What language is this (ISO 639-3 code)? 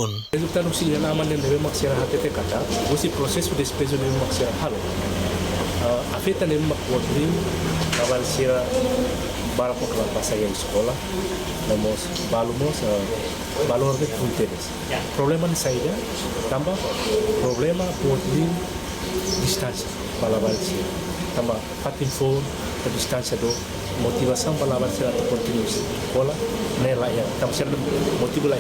tet